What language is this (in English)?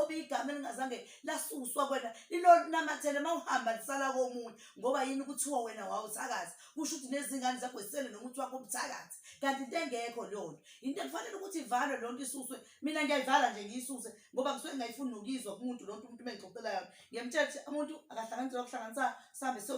Zulu